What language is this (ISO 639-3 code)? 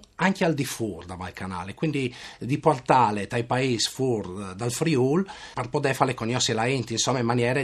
fur